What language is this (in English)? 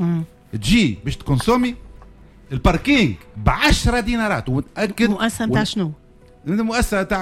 Tunisian Arabic